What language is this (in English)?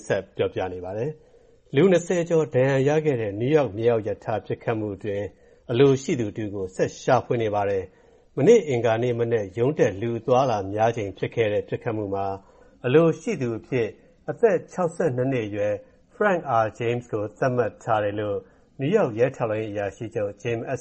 Burmese